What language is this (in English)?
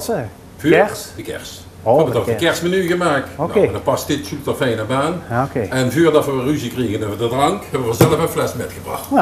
Limburgish